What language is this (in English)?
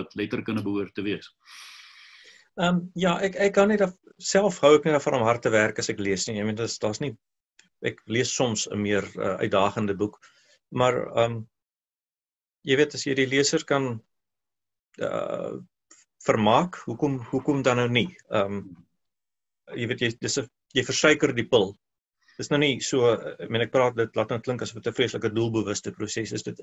Afrikaans